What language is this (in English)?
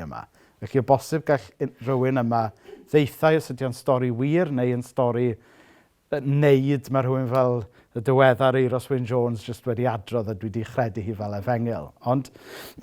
Welsh